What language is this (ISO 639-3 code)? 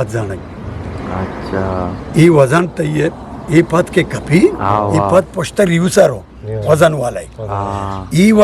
bgp